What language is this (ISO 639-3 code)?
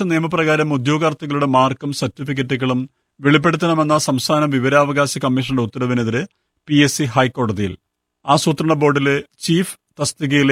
mal